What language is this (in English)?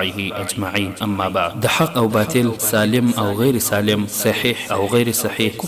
Pashto